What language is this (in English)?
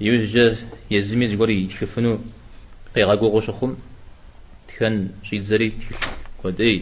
Kabardian